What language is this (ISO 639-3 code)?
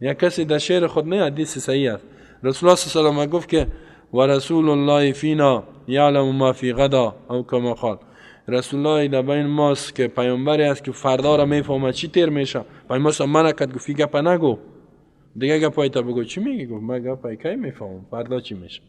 fas